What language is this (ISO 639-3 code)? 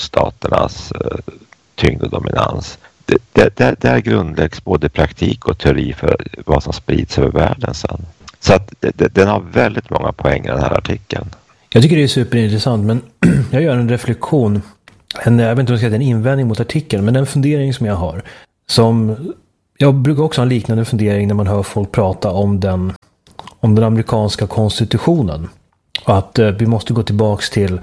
swe